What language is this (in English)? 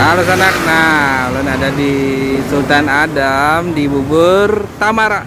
Banjar